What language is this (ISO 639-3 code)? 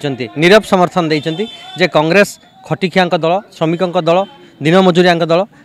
ori